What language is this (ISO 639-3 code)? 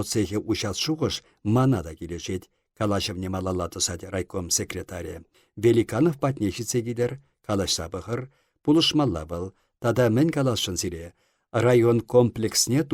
chv